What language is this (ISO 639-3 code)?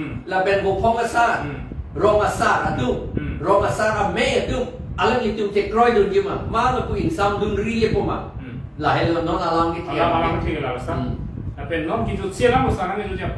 mjw